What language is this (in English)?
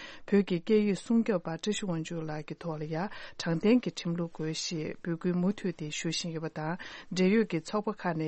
Tibetan